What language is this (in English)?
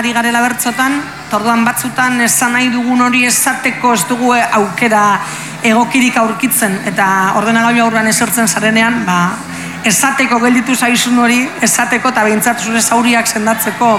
Basque